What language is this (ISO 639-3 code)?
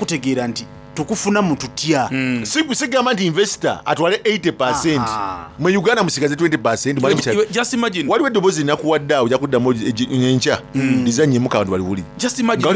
xog